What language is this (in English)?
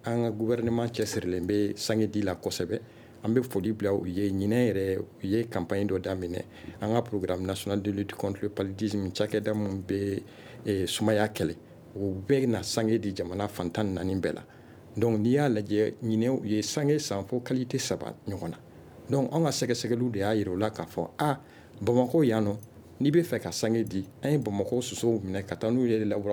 Bambara